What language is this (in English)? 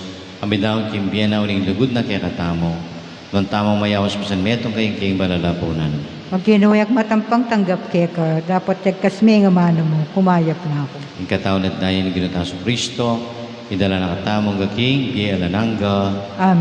Pampanga